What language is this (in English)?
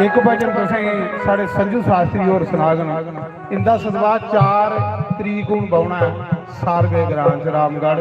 Dogri